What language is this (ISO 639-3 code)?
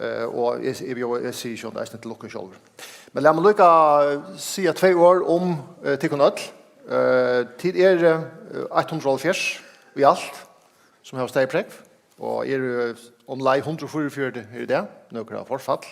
fao